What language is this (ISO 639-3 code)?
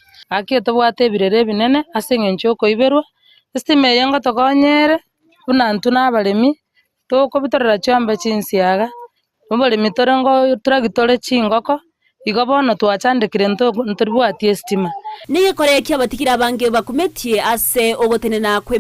guz